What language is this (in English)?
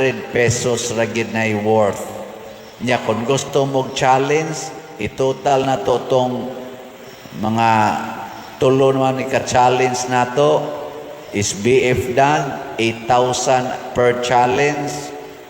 Cebuano